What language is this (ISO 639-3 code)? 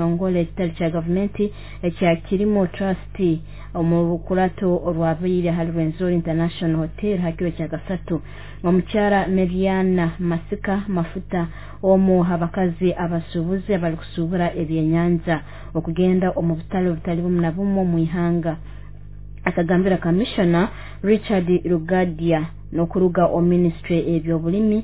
nyo